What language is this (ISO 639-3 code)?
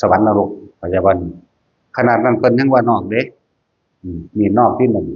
tts